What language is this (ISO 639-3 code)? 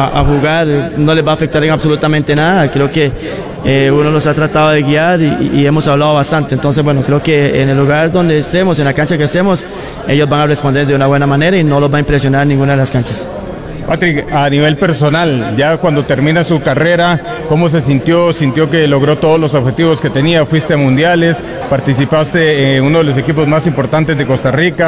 spa